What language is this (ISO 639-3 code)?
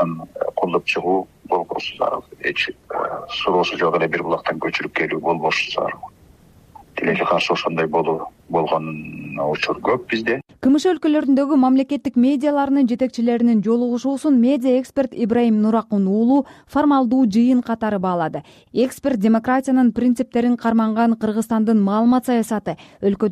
kir